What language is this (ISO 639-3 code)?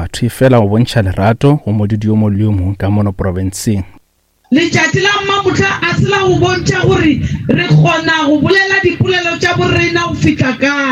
nso